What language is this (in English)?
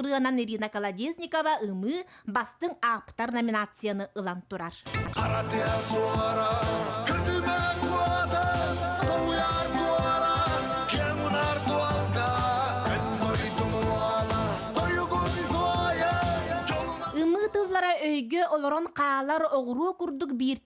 Yakut